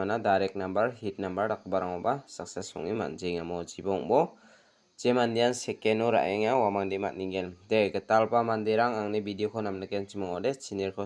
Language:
Garo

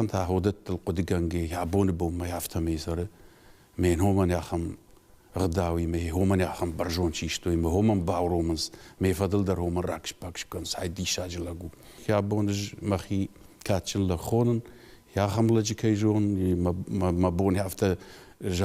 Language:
Ossetic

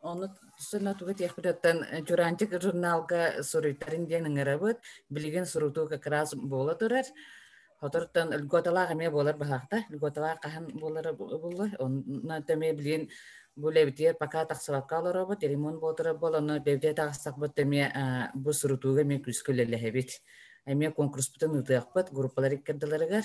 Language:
Yakut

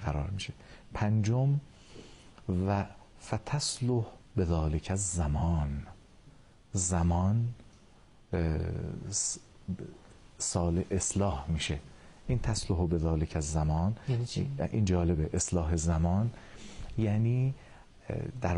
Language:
Persian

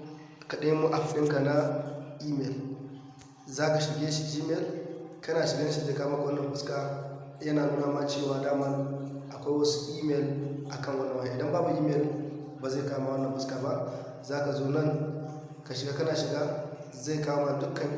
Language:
Hausa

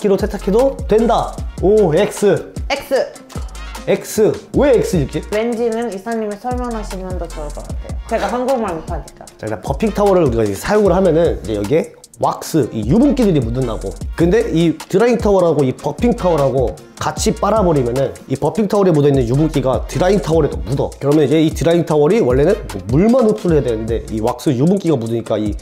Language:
Korean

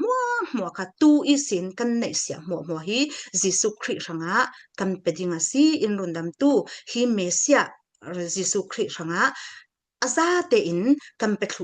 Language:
Falam Chin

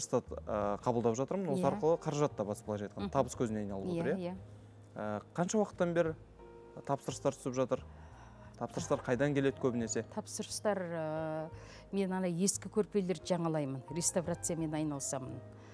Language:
Kazakh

